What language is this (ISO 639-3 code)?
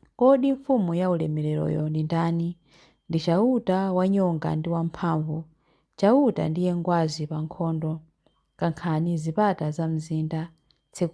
nya